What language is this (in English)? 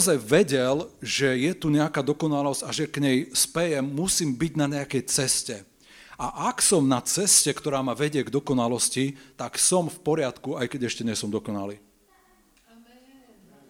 Slovak